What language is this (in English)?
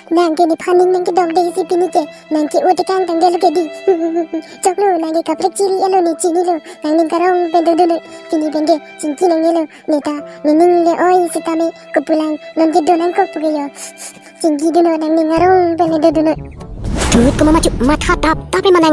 Karbi